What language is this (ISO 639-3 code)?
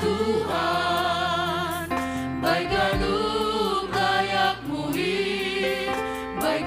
bts